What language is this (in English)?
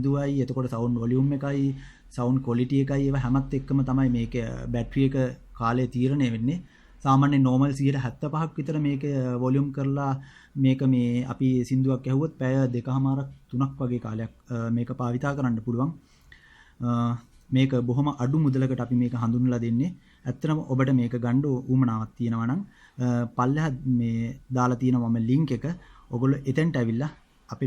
Sinhala